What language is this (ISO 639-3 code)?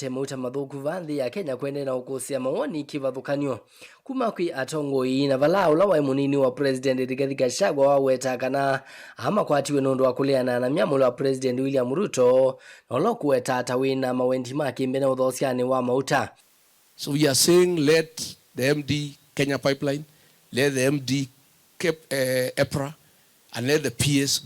kam